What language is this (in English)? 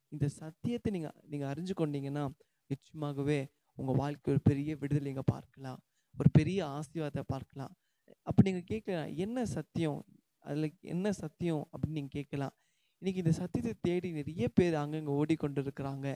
Tamil